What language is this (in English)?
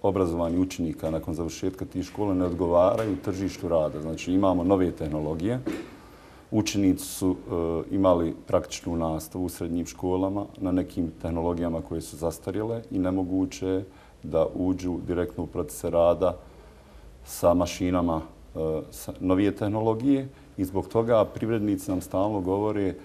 Bosnian